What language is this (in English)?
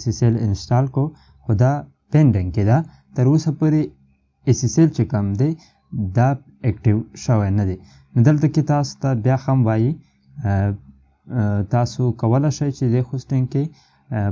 Pashto